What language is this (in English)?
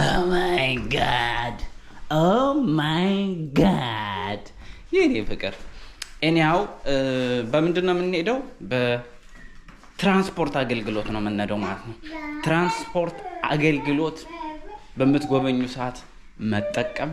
Amharic